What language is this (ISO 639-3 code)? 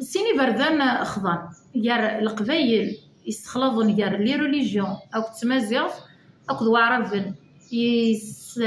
kab